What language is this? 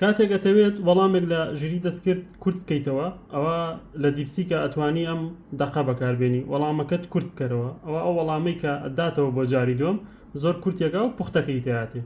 Central Kurdish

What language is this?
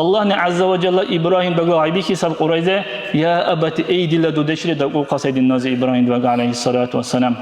Dargwa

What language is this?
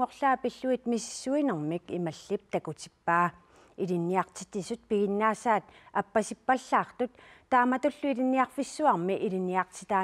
Kalaallisut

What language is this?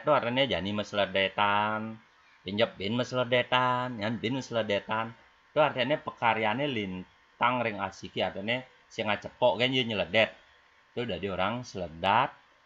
Balinese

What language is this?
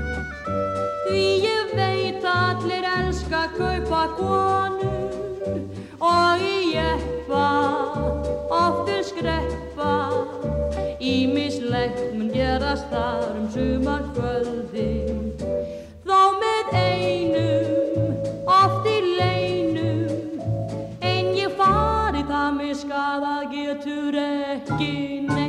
Icelandic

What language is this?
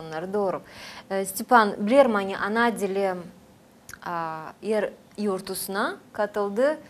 Gagauz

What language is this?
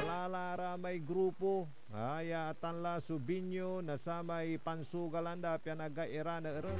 Pangasinan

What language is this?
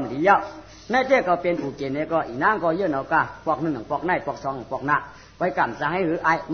Shan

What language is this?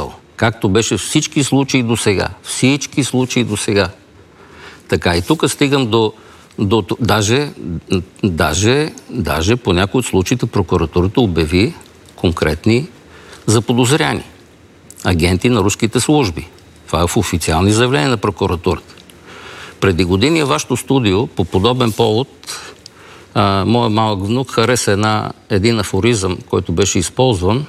Bulgarian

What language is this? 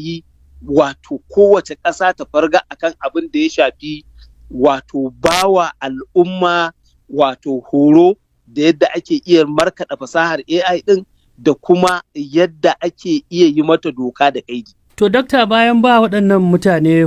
Hausa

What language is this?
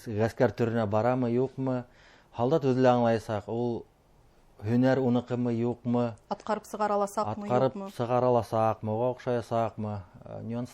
Bashkir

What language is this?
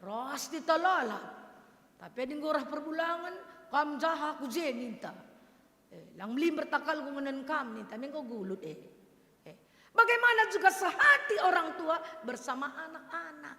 Batak Karo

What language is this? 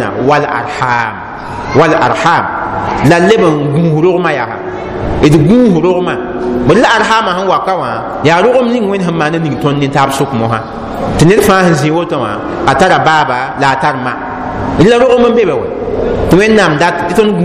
Mossi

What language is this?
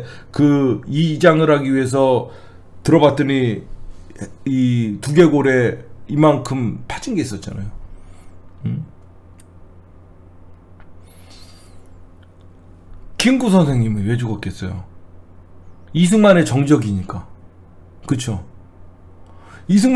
Korean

